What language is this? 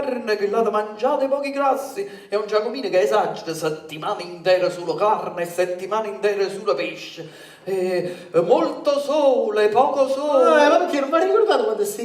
Neapolitan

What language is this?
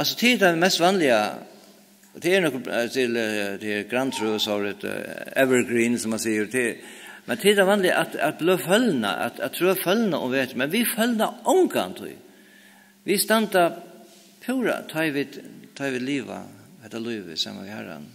Faroese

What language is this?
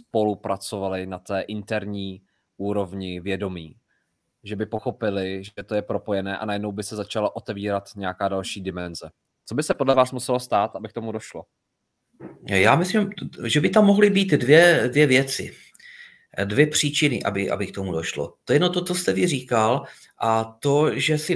Czech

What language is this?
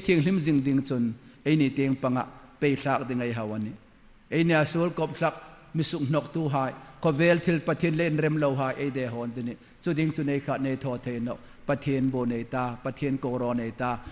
Hmar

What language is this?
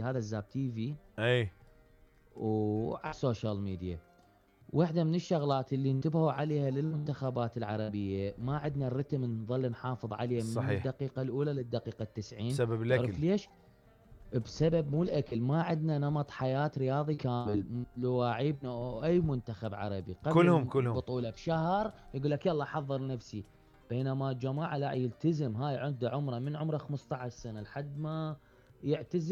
Mesopotamian Arabic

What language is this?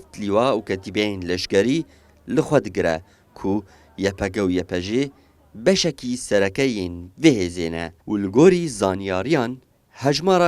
Kurdish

